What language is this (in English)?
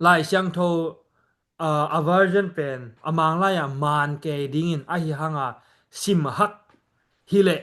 Tedim Chin